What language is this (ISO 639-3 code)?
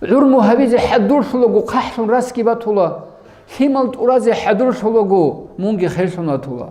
ava